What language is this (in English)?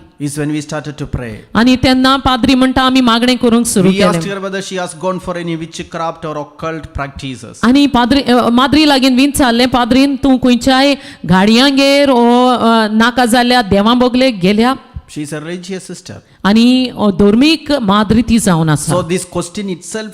Konkani